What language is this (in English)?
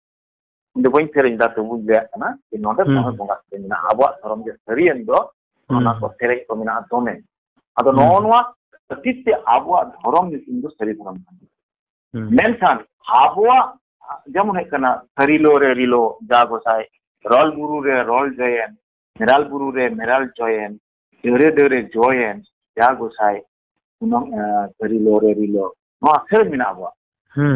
Santali